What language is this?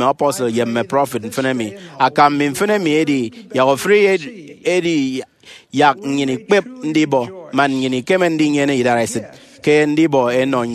Efik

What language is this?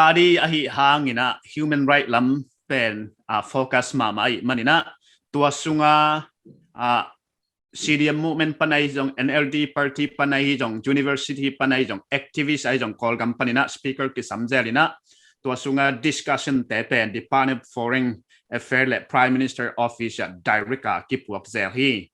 Paite Chin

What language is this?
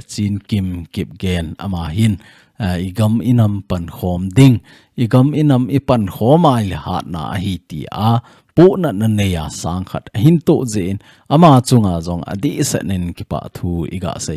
Thado Chin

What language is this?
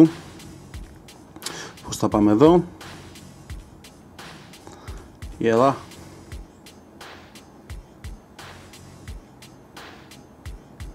Greek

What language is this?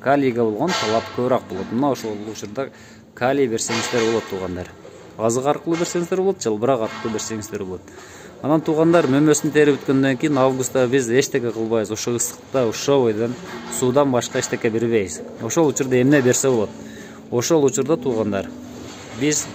Kyrgyz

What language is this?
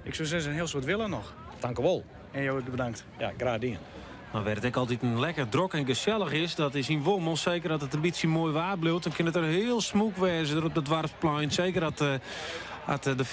Western Frisian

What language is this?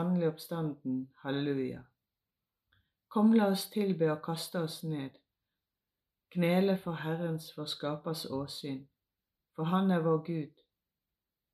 Norwegian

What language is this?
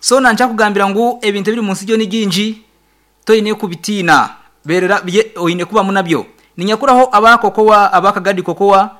Nyankole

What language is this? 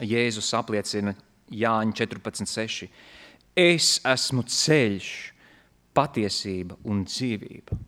Latvian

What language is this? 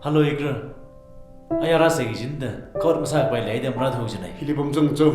Tangkhul Naga (India)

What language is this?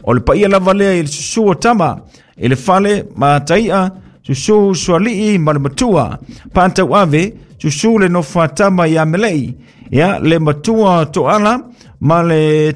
Samoan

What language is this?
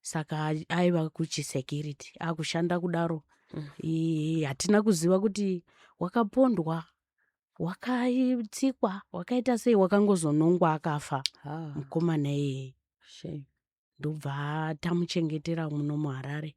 Shona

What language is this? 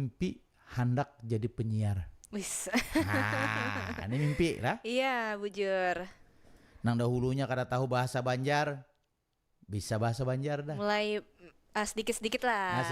Banjar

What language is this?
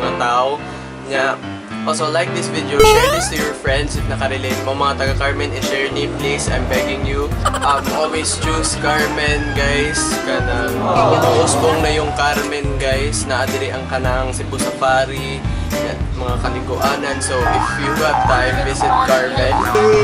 Cebuano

